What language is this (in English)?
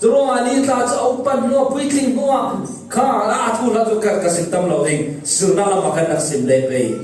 Falam Chin